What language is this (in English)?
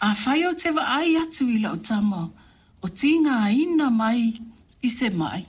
Samoan